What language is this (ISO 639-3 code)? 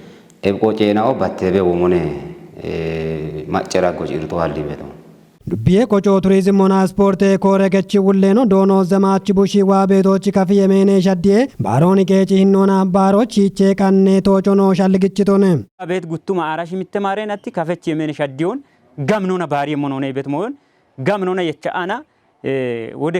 kbr